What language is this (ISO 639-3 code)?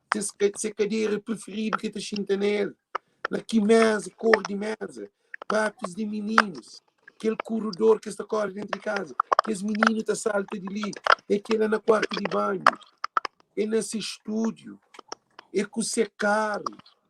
kea